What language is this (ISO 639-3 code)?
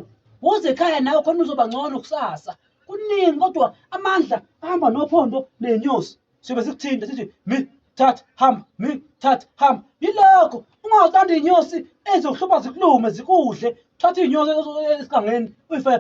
zul